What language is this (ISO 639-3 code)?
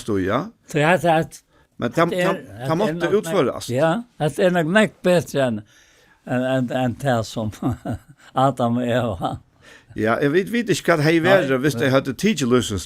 fao